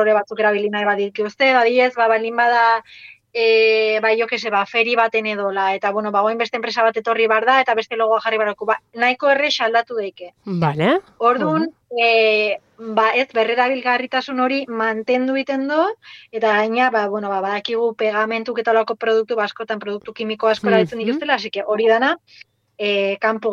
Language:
Basque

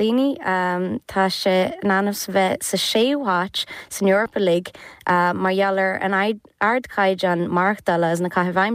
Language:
Irish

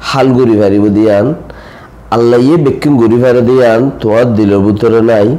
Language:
Rohingya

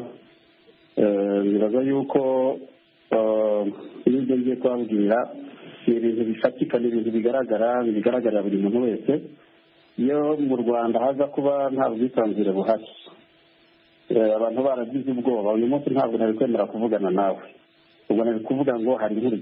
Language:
Kinyarwanda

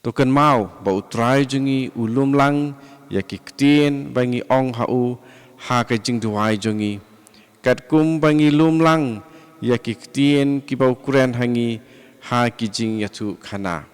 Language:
Khasi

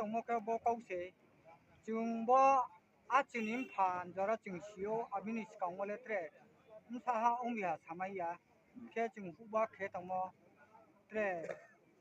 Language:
Riang (India)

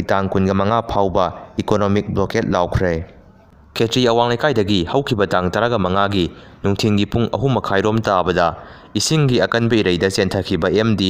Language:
Manipuri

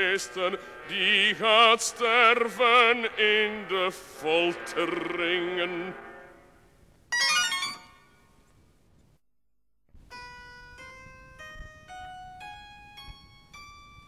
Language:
Dutch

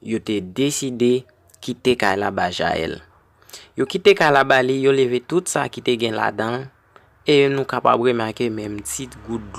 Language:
Haitian Creole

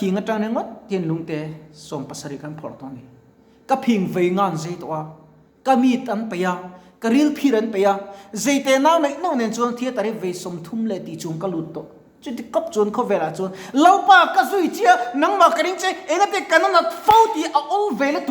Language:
Mizo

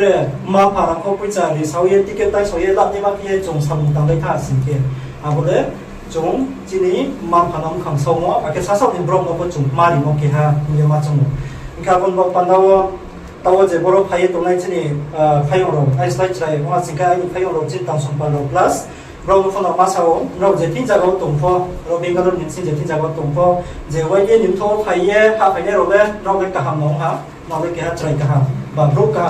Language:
Riang (India)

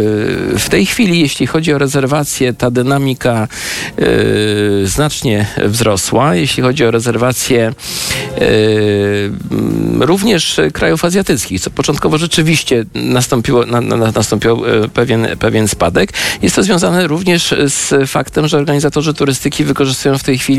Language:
Polish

